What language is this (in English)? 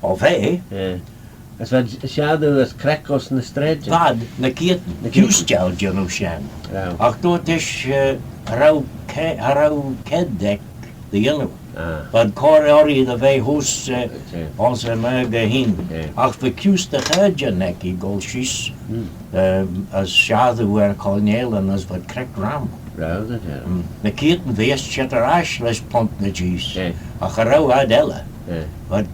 Manx